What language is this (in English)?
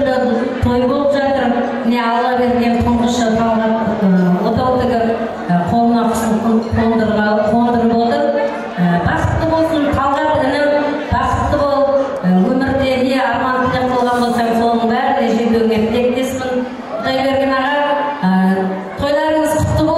Kazakh